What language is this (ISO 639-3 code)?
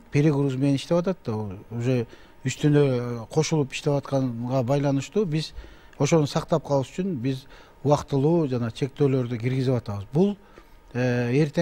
kir